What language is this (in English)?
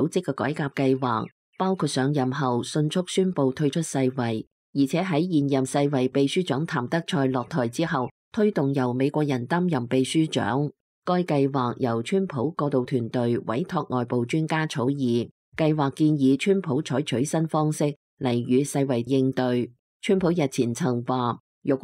Cantonese